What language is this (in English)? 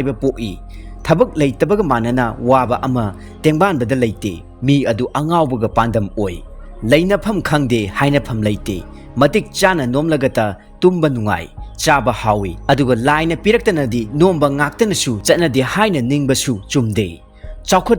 Manipuri